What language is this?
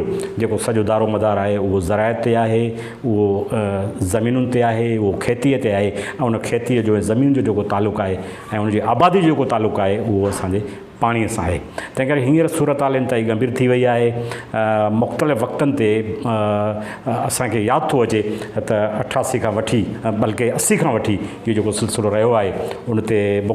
Sindhi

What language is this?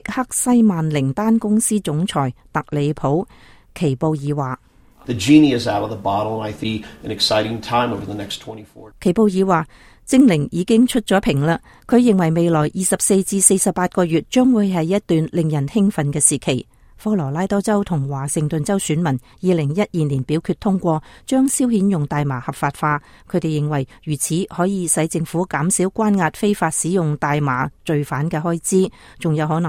Cantonese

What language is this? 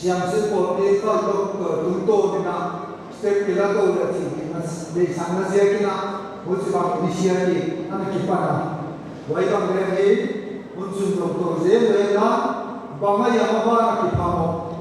Paite Chin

